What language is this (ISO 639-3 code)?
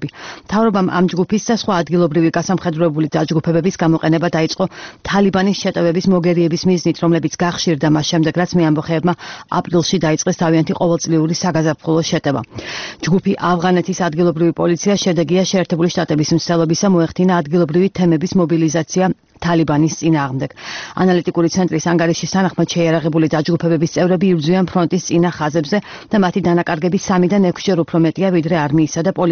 kat